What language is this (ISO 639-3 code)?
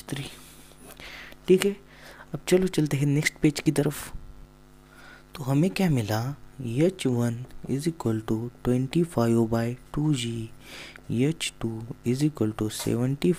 hin